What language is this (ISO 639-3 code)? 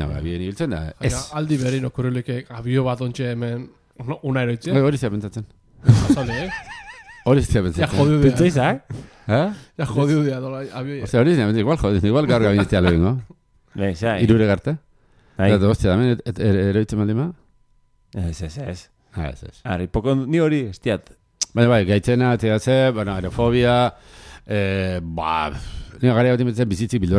eus